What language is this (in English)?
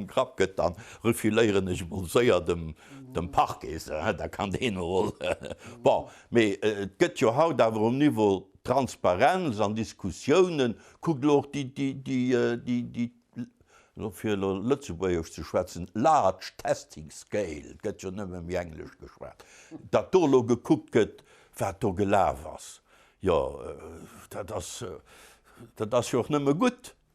Luxembourgish